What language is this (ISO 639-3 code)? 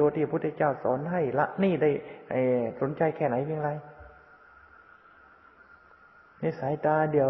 tha